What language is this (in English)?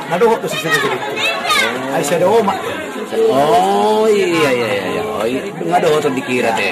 Batak Toba